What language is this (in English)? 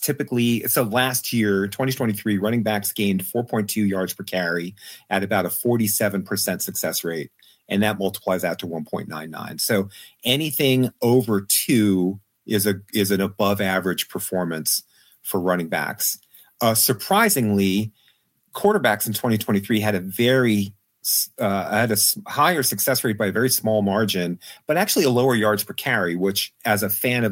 English